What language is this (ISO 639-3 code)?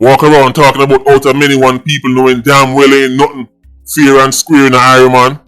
jam